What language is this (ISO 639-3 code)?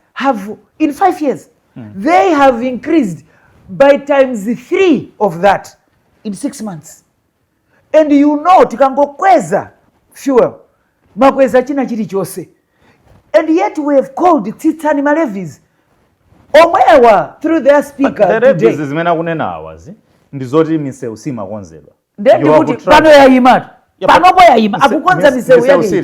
nya